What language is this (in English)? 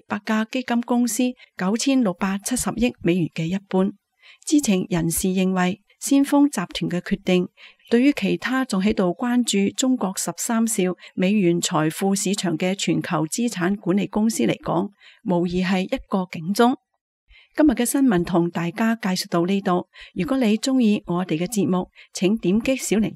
Cantonese